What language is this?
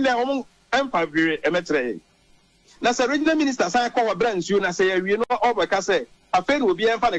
Akan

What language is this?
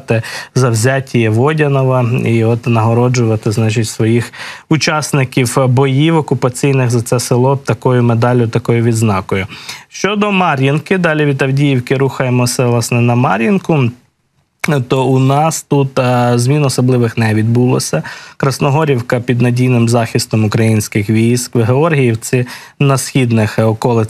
Ukrainian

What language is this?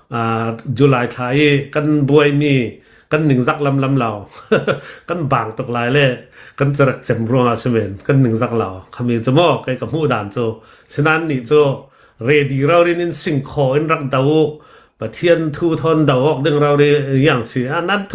Hakha Chin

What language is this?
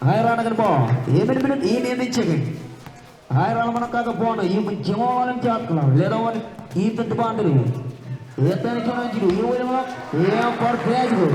Marshallese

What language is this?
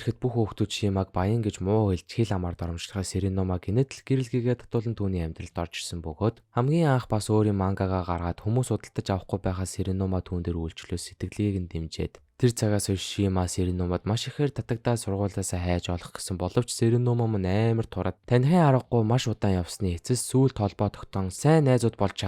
Mongolian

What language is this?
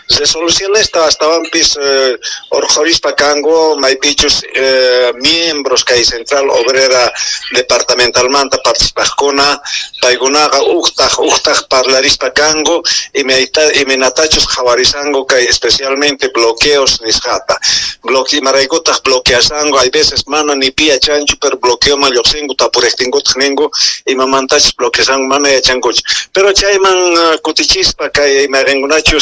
South Bolivian Quechua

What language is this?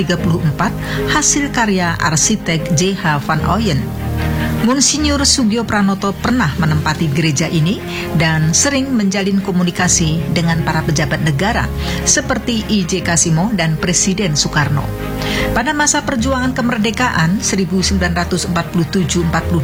Indonesian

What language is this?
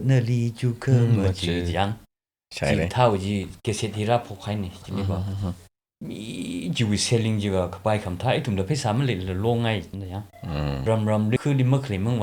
Tangkhul Naga (India)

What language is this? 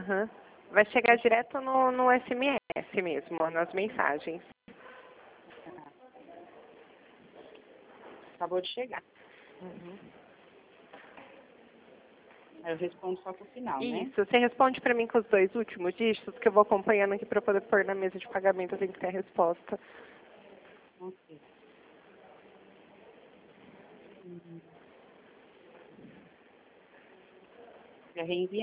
Portuguese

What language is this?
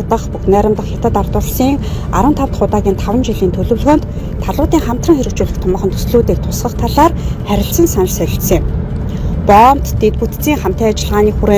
Mongolian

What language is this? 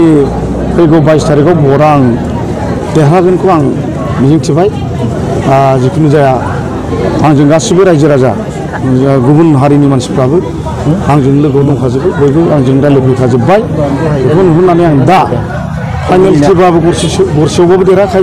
Bodo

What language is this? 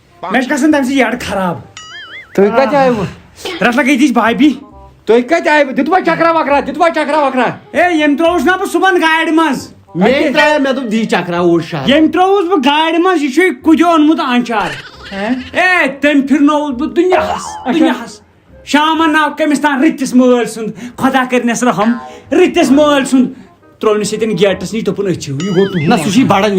Kashmiri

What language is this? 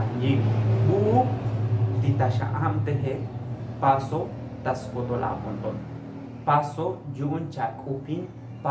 Tzotzil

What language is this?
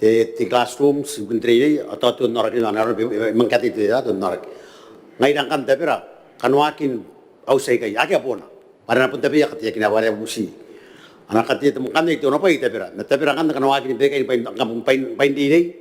Gilbertese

